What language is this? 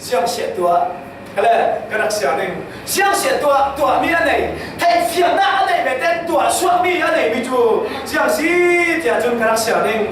Falam Chin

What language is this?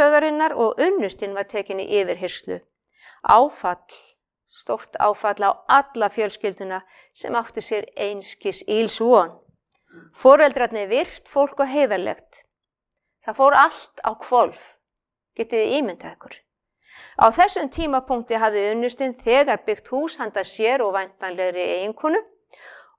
Icelandic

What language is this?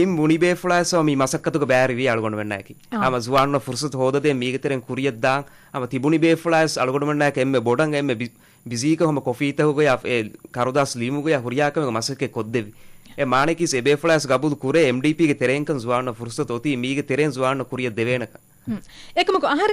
Divehi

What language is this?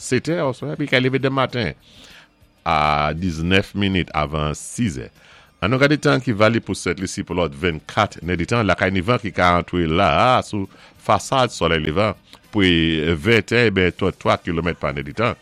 Saint Lucian Creole French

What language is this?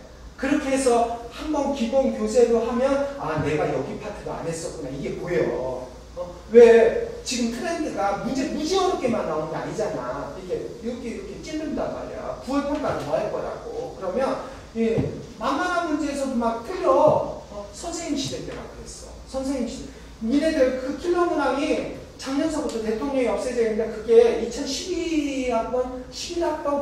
Korean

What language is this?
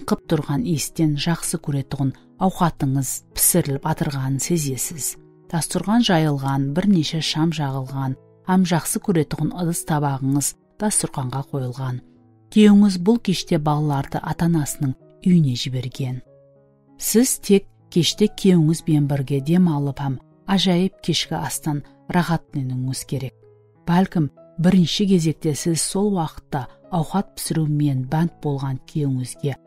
Kara-Kalpak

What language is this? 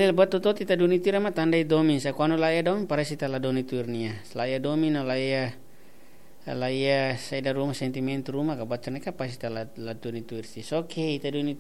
Tetum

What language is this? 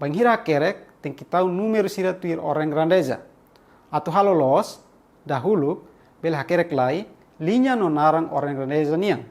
Tetum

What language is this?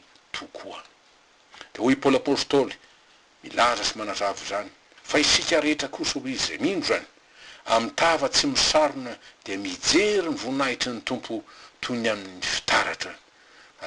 Malagasy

